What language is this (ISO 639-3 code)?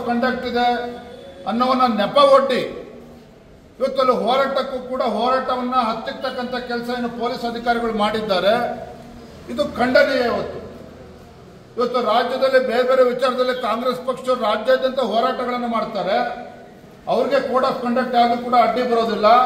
kan